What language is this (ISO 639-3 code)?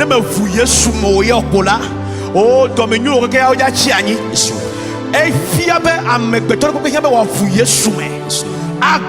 ewe